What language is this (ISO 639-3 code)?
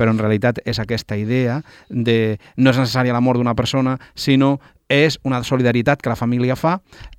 cat